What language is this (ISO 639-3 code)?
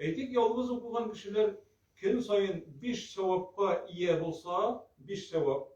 tat